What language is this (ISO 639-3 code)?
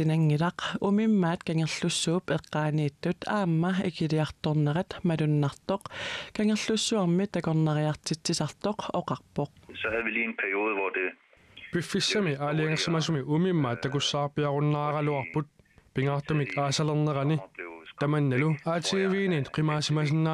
kal